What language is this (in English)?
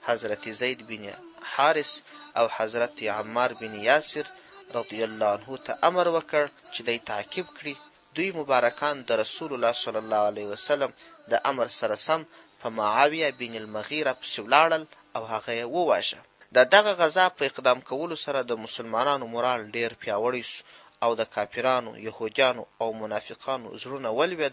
Pashto